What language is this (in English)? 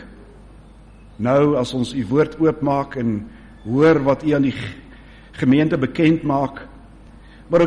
Afrikaans